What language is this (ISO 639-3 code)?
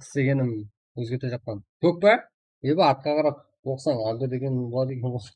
kaa